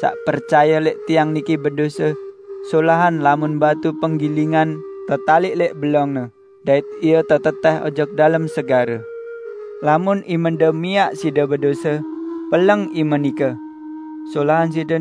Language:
Sasak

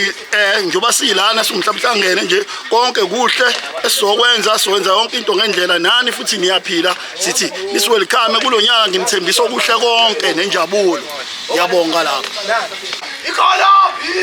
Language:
Zulu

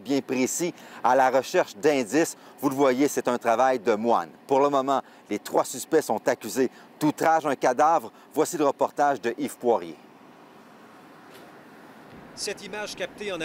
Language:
French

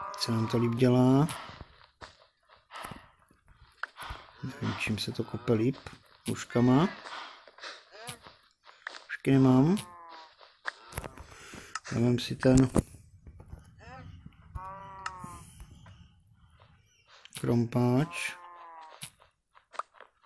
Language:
Czech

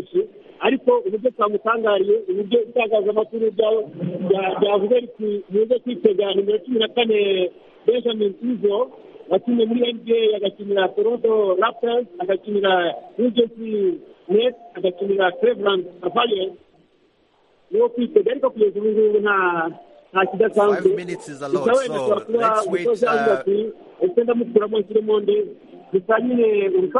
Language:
Kinyarwanda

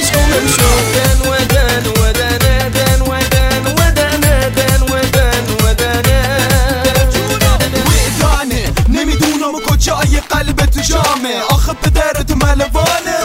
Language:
Persian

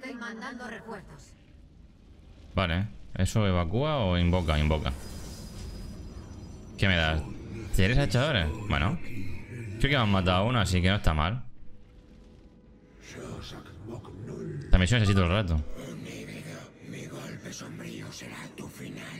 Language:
Spanish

